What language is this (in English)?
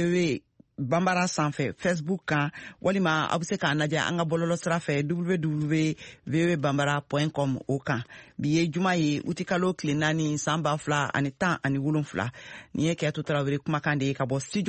Bambara